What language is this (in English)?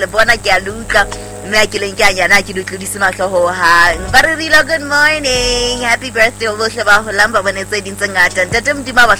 Southern Sotho